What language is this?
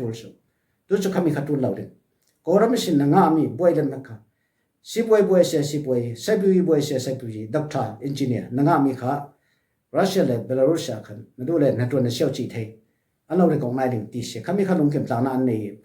Falam Chin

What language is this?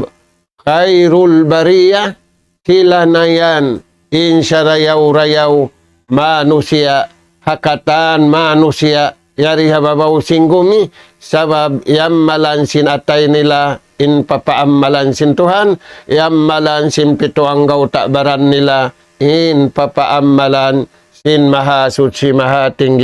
Tausug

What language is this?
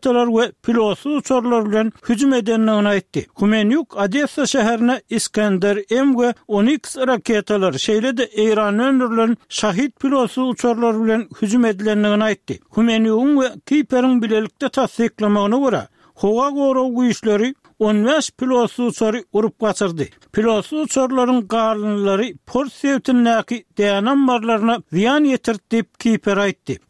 Turkmen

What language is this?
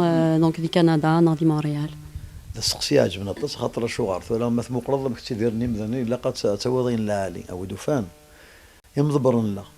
Kabyle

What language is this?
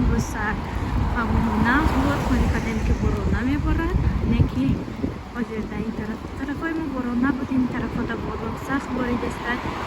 Tajik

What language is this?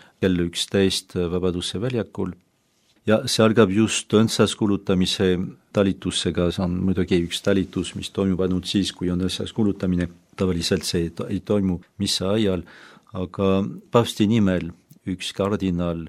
Estonian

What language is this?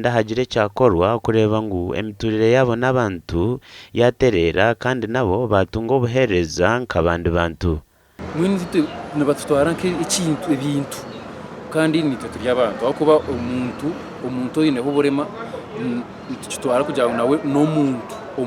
Nyankole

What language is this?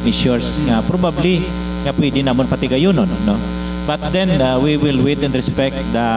Hiligaynon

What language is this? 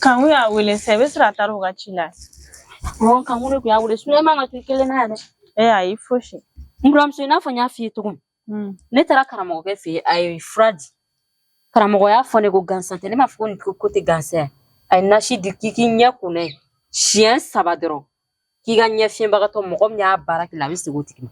Bambara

